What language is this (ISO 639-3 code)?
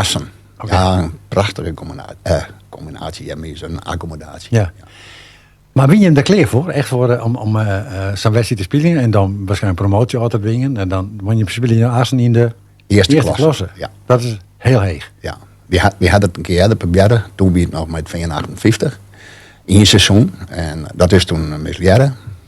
fry